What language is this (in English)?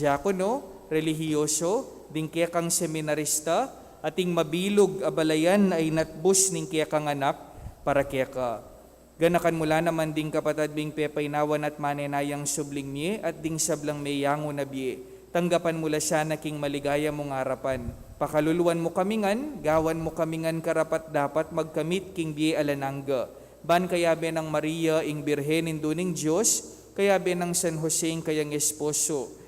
Pampanga